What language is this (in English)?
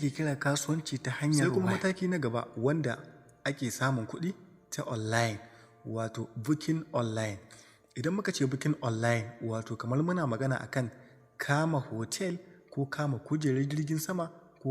Hausa